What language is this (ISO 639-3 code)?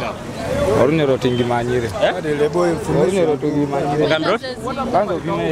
nyo